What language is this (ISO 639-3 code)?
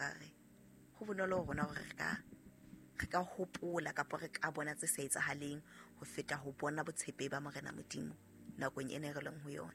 sot